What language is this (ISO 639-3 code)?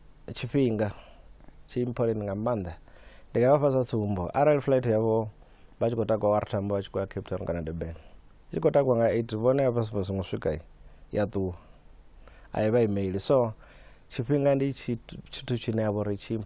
ven